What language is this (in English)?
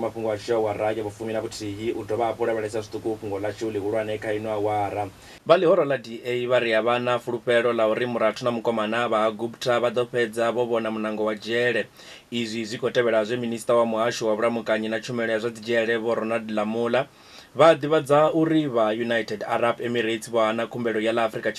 Venda